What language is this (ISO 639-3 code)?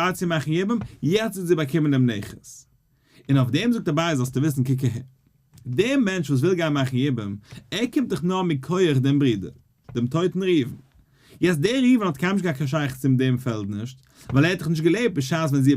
yid